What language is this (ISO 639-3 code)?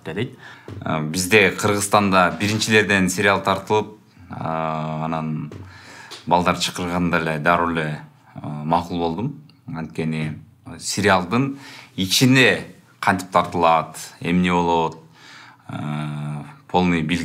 kir